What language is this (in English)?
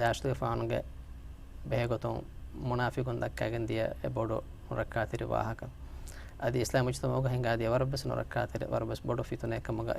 Divehi